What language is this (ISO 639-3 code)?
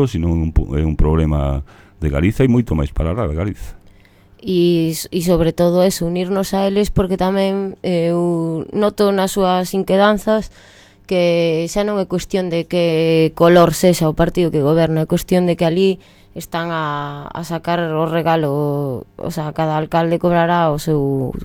glg